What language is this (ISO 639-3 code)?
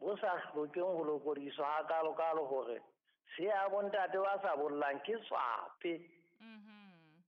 sot